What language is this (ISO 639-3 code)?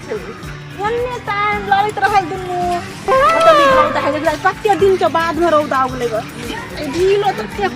mai